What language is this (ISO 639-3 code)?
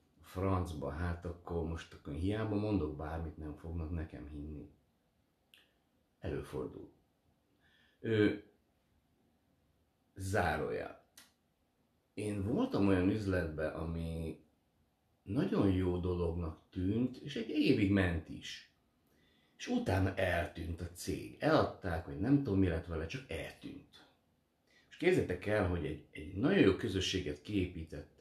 hun